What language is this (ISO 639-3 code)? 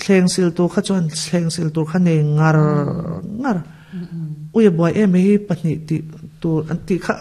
lus